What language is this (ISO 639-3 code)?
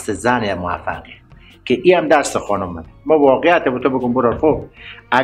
fas